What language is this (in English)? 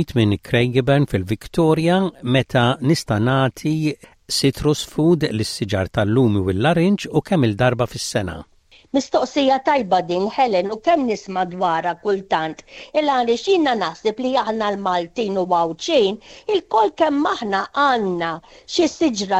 Maltese